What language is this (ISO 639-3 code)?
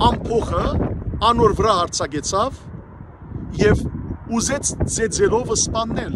hyw